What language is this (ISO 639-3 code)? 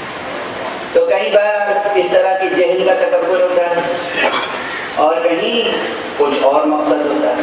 urd